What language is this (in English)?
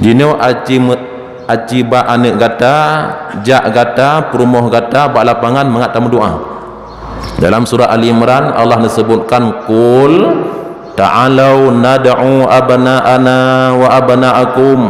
Achinese